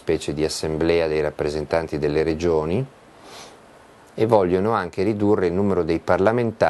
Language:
Italian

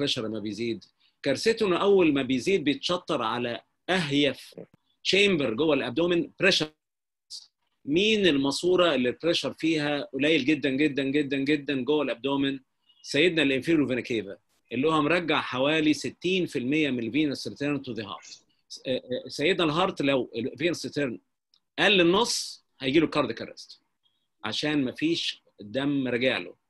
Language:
Egyptian Arabic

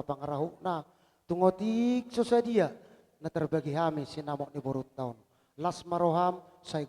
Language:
Batak Toba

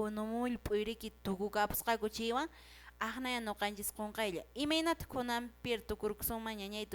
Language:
Quechua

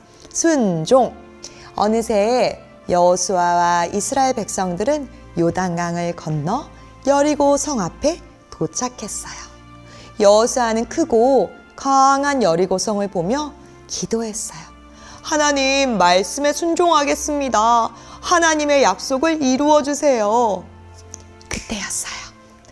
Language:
Korean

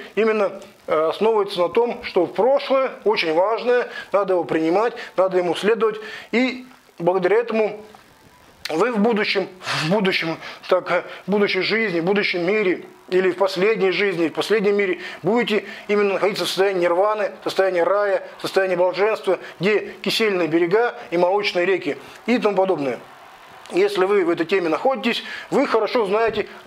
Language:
Russian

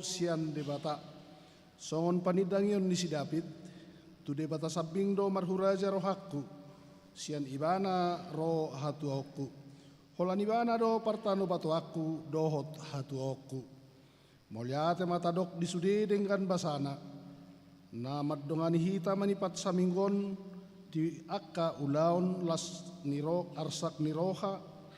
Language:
Batak Toba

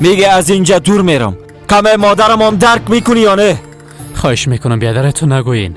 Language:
Persian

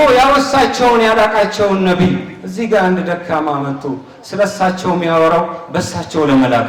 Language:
Amharic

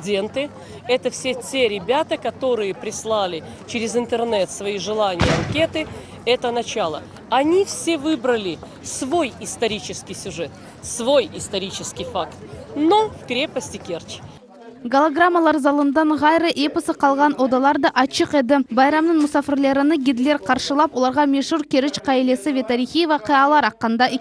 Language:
Crimean Tatar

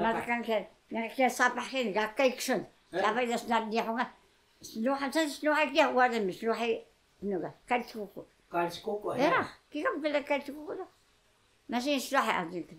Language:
Taroko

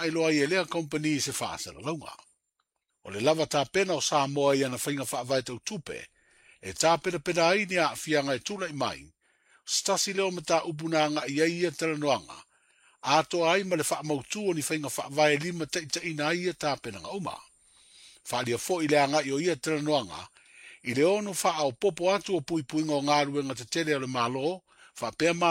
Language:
Samoan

